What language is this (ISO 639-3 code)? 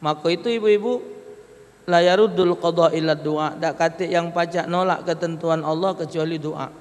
mui